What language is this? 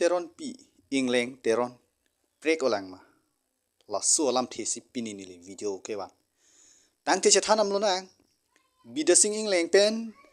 Karbi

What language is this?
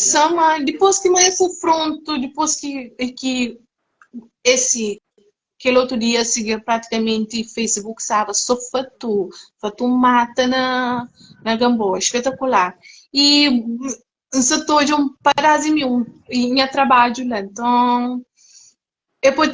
Kabuverdianu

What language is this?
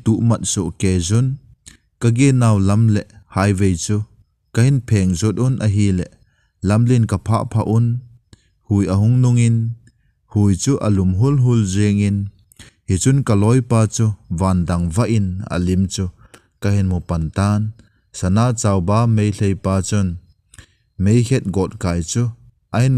Thado Chin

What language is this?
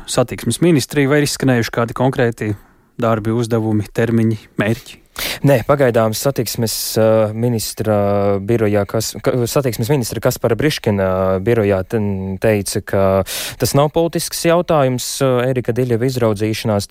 Latvian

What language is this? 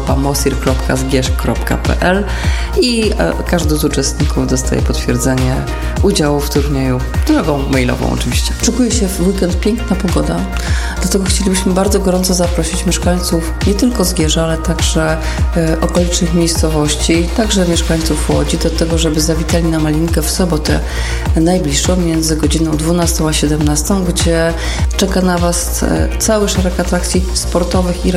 Polish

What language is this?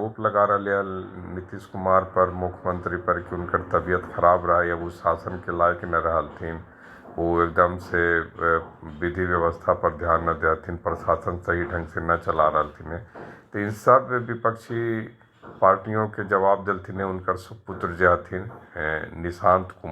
Magahi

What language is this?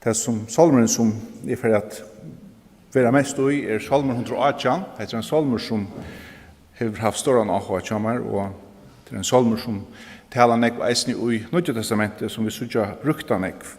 Faroese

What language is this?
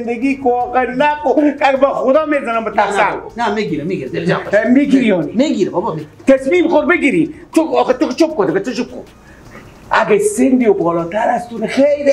Persian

